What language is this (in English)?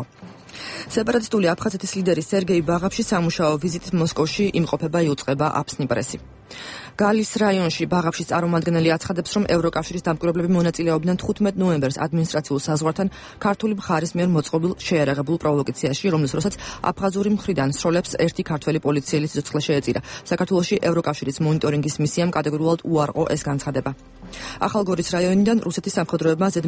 Georgian